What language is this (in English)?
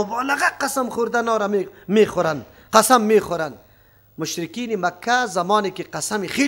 Persian